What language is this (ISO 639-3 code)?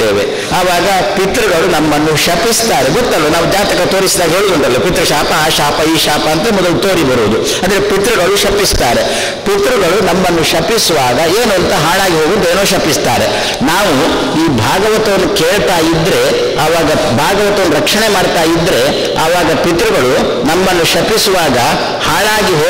kan